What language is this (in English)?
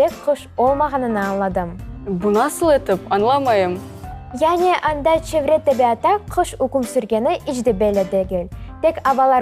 Crimean Tatar